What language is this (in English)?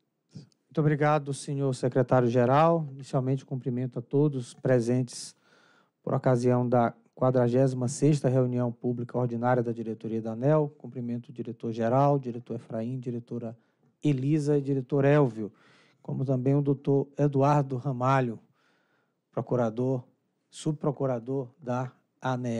Portuguese